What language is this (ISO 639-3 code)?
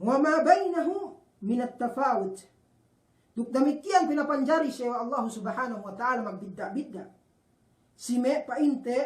yka